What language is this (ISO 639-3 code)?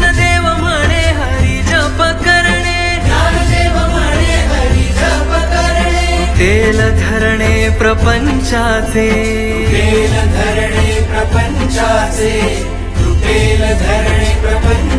mar